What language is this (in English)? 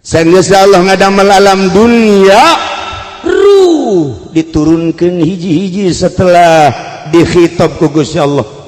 Sundanese